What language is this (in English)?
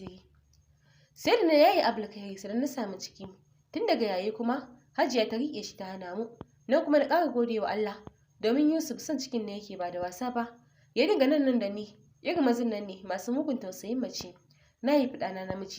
Hausa